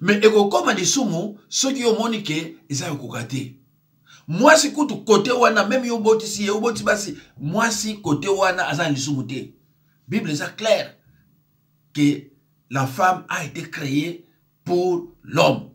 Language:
Lingala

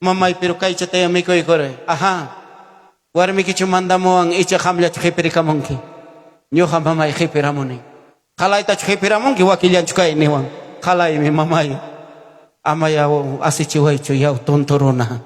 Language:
Ayacucho Quechua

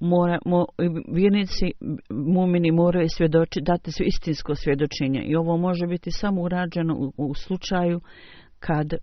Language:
Bosnian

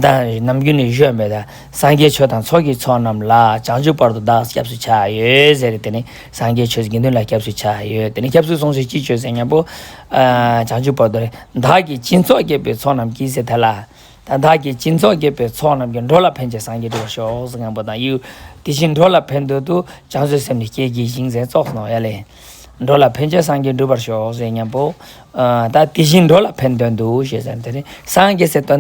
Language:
Ladakhi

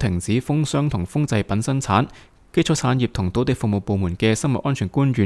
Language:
Cantonese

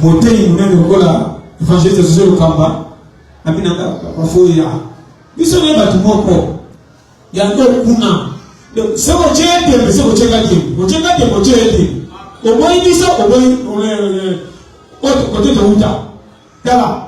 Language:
Lingala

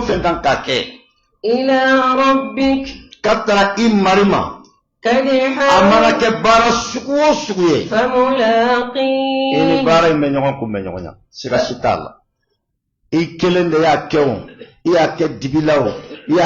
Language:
Bambara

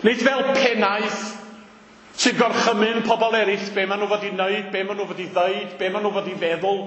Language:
Welsh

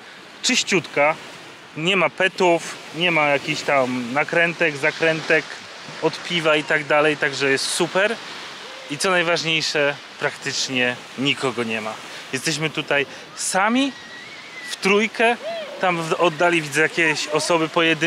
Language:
Polish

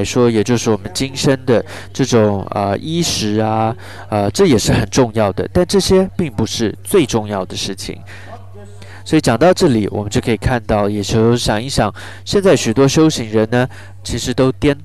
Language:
Chinese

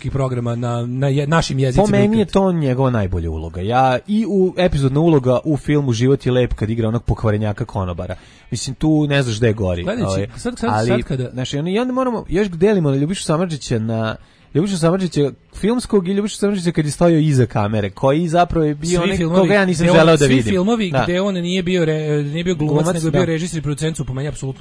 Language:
Serbian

